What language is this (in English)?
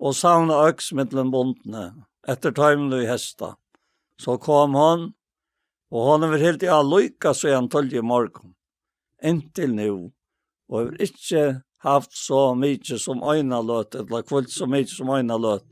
Faroese